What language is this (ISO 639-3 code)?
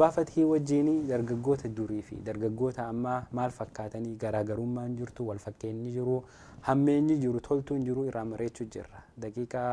orm